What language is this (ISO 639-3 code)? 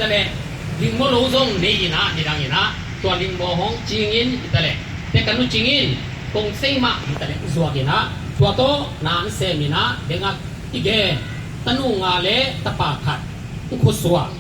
ctd